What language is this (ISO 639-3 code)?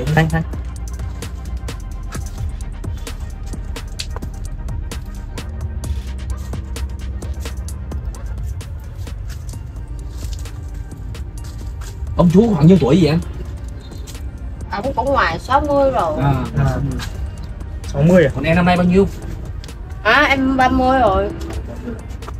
vie